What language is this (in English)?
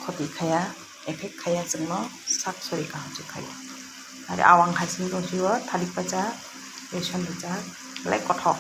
Kok Borok